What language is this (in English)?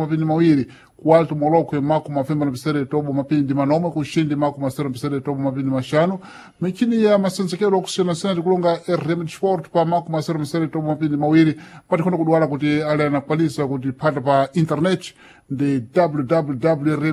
Sena